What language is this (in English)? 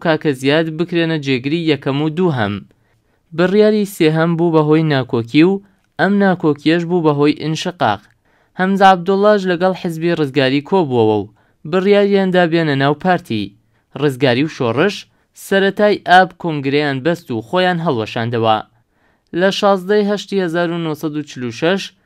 Central Kurdish